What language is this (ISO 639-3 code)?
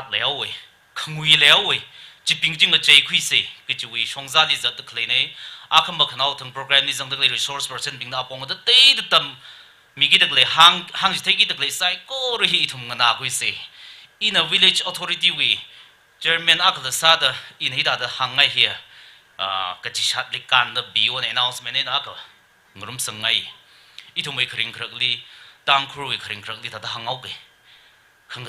nmf